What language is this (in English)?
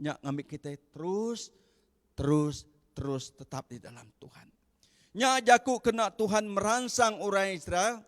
Iban